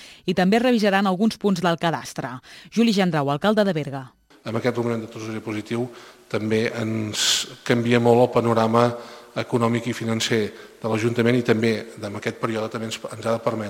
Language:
Catalan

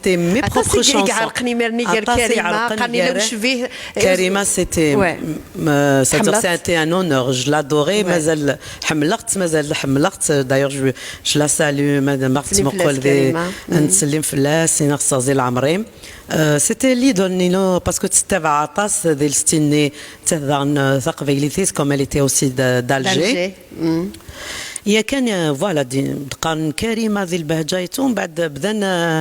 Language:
Kabyle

